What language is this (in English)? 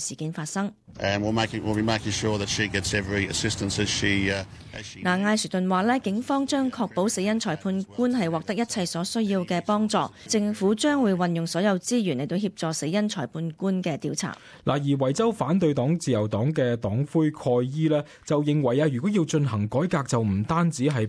Cantonese